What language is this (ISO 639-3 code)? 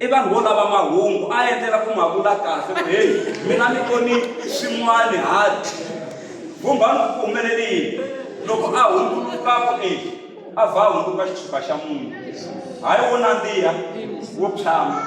tso